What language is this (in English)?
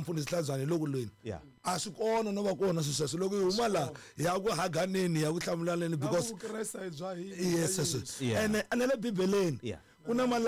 Tsonga